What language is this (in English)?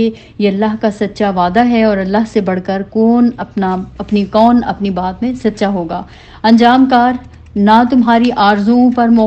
Urdu